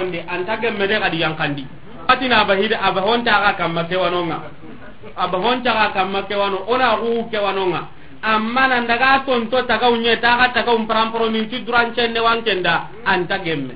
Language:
Soninke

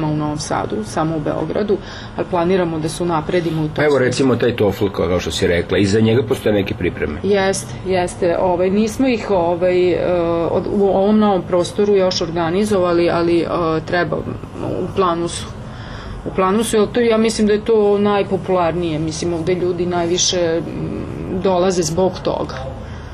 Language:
Serbian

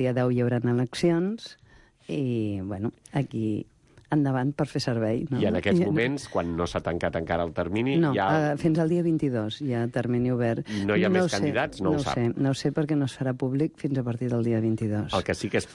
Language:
Catalan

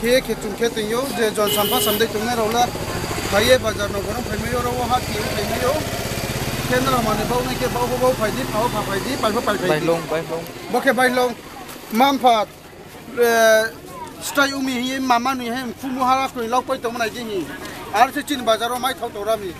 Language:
Riang (India)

